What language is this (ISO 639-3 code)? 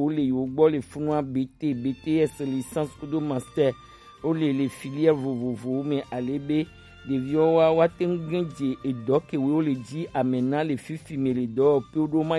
gej